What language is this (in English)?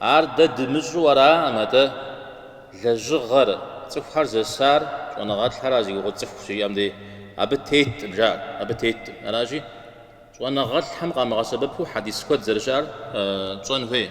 Kabardian